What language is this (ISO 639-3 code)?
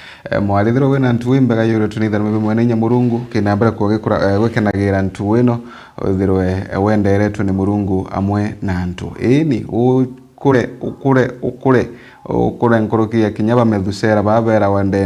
mer